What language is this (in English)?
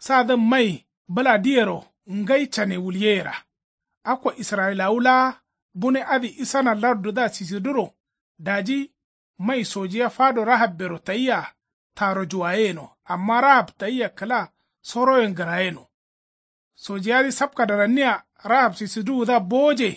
Kanuri